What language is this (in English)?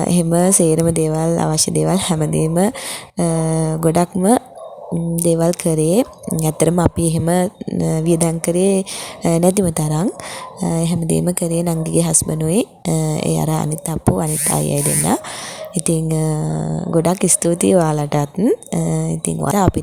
Sinhala